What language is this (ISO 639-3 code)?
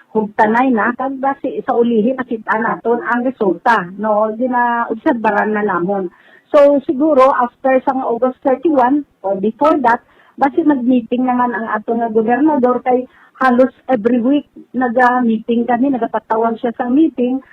hil